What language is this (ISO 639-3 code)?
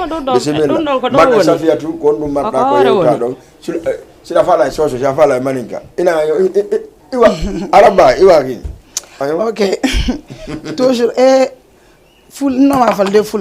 ful